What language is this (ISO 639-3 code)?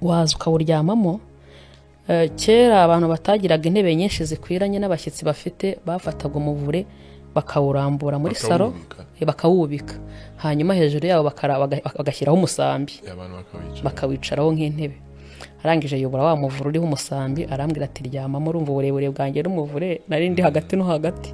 kin